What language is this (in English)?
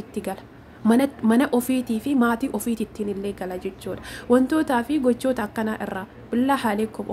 Oromo